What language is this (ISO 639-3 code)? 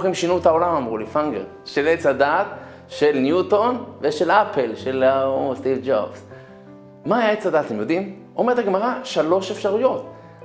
heb